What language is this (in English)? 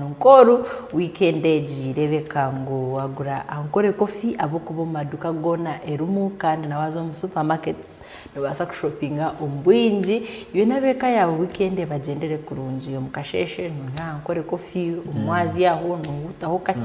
Nyankole